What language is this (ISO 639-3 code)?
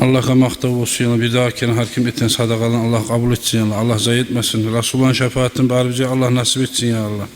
kum